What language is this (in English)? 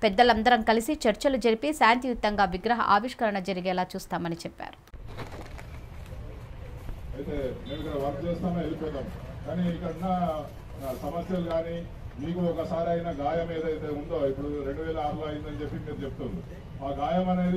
Telugu